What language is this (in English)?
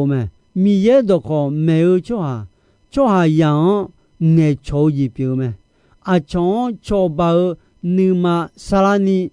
Akha